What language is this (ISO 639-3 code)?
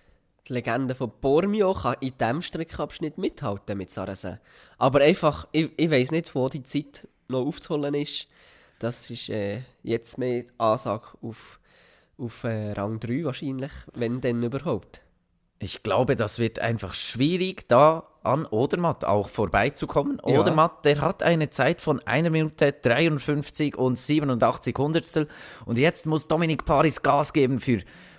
gsw